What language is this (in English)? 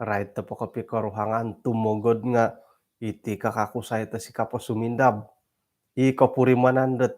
Central Dusun